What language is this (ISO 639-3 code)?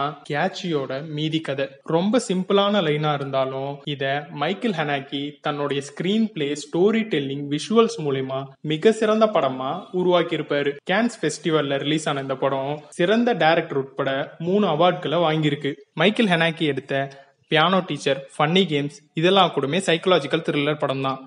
tam